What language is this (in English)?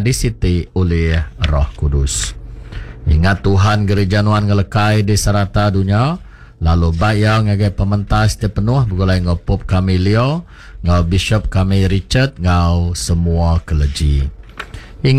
Iban